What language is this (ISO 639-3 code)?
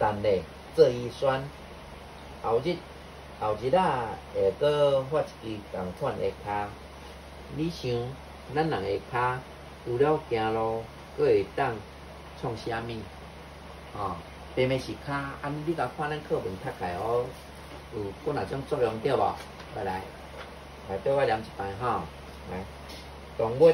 nan